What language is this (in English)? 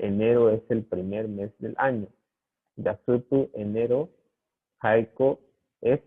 Guarani